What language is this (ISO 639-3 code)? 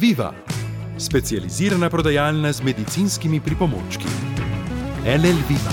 slv